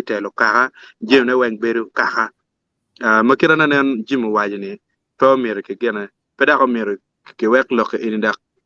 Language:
Acoli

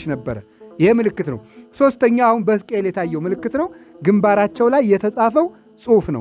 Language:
Amharic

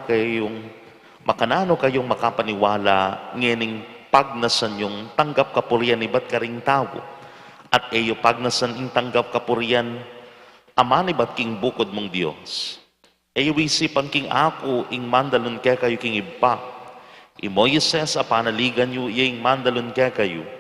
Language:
Pampanga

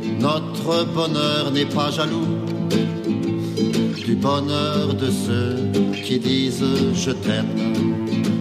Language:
French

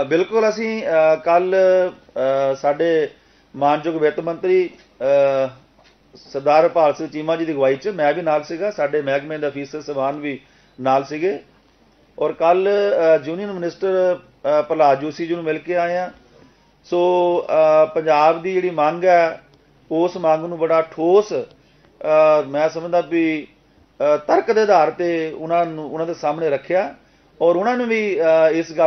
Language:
Punjabi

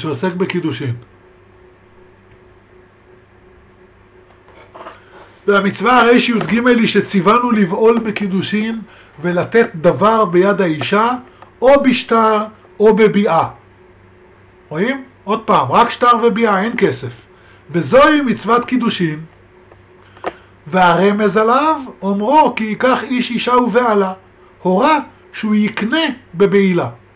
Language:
Hebrew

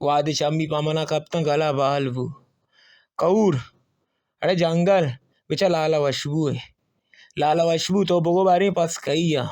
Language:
Baluchi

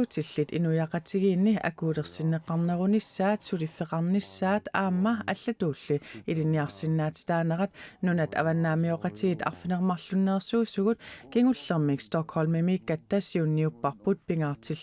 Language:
Kalaallisut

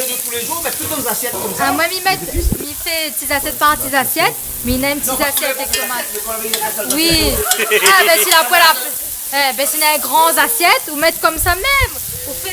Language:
Réunion Creole French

